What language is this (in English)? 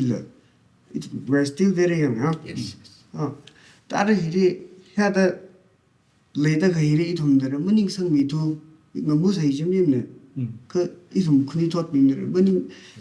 Tangkhul Naga (India)